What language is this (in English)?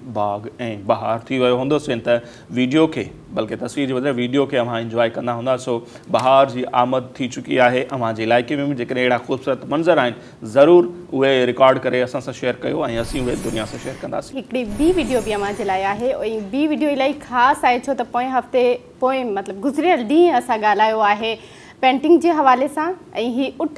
Sindhi